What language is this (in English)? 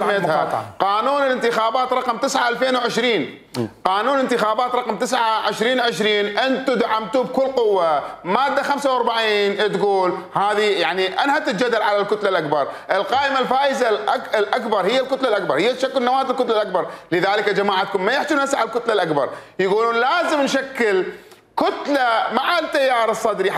Mesopotamian Arabic